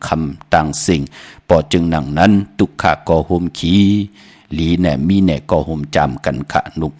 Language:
Shan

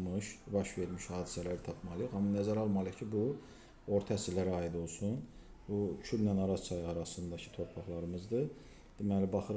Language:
Azerbaijani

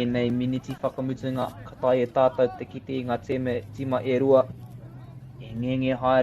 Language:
Māori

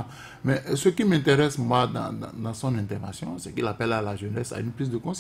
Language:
French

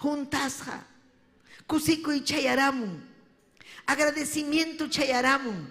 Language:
Ayacucho Quechua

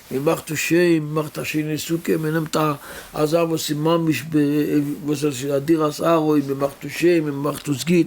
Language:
Yiddish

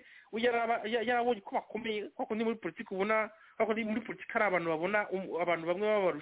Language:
Kinyarwanda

